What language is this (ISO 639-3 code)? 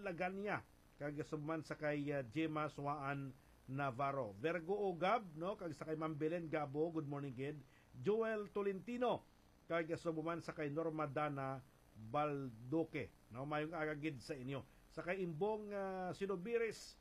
hil